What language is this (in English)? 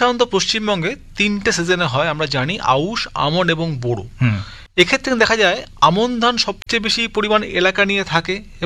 Bangla